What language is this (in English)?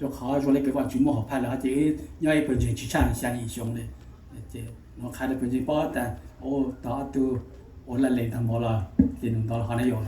Hmong